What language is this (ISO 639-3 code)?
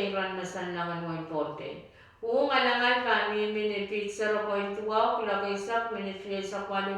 pon